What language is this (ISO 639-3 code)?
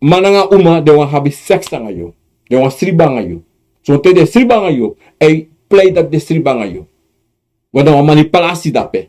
srn